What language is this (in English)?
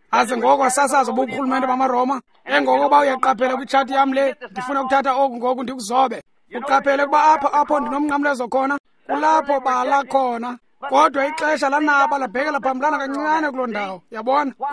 Xhosa